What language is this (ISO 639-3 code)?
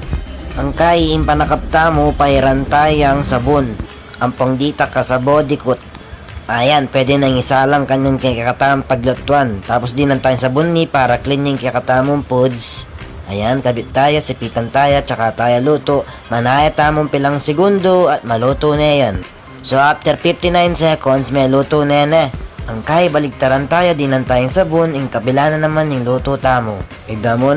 pam